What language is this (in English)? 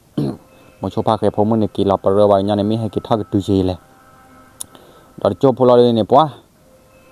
S'gaw Karen